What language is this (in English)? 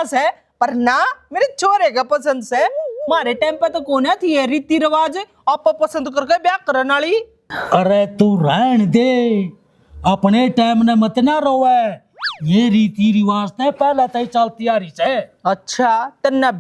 Haryanvi